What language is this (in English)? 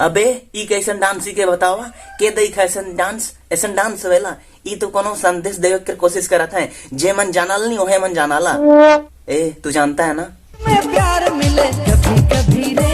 Sadri